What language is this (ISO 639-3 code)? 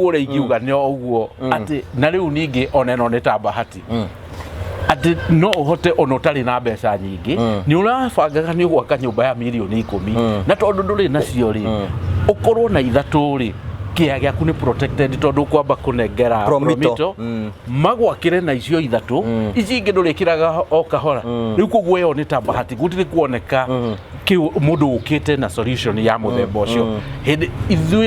kik